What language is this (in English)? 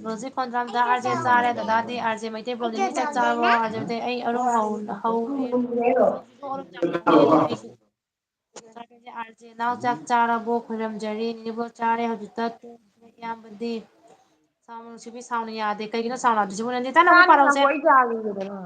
Manipuri